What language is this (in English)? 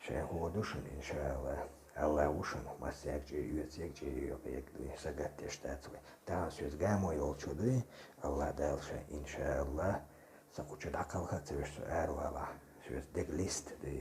Chechen